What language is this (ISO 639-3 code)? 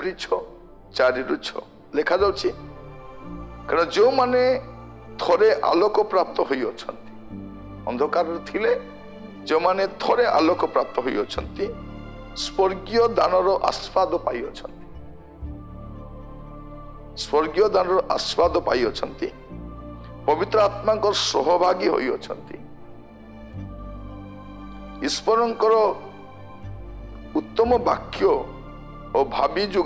ori